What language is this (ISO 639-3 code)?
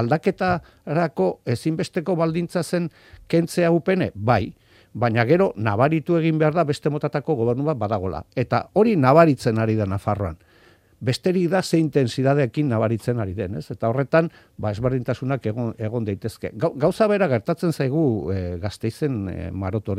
eus